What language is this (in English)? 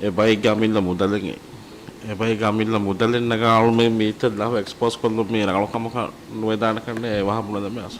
Divehi